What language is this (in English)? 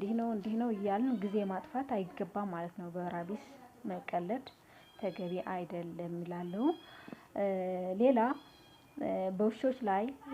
Amharic